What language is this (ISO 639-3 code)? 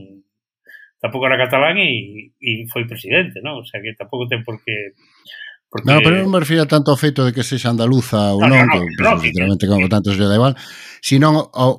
glg